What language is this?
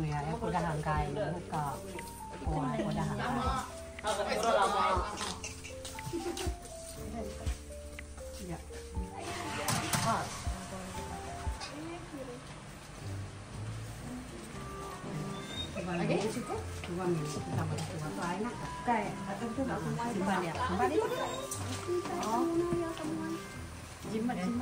Malay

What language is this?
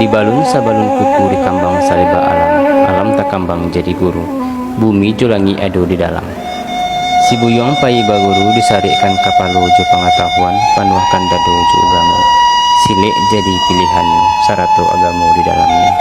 Minangkabau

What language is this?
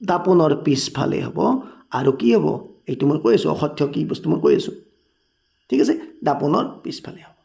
Assamese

